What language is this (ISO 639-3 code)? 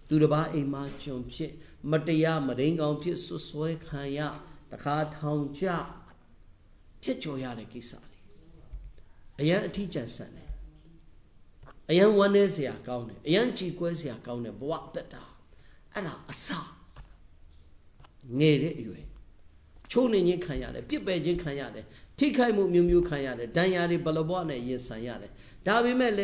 mya